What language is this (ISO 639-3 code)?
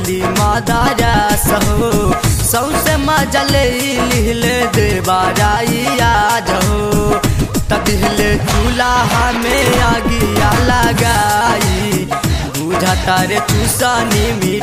bho